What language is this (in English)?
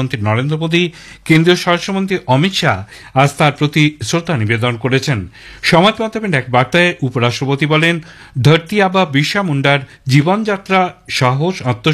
Bangla